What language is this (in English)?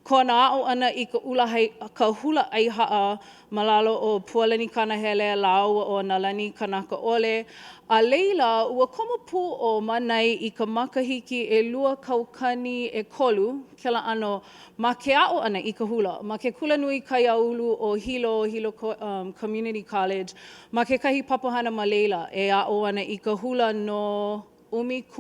Hawaiian